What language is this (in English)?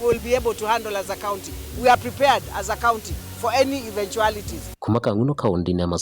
Kamba